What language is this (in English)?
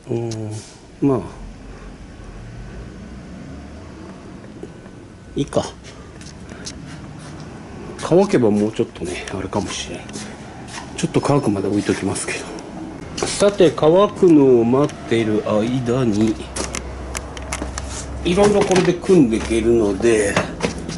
Japanese